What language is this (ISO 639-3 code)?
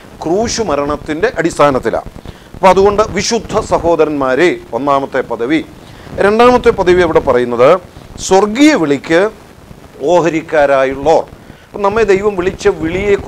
mal